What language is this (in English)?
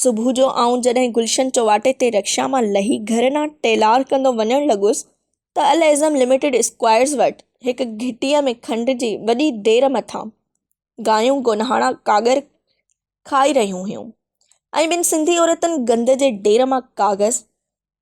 Sindhi